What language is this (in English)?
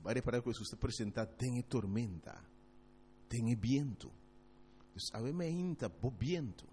Papiamento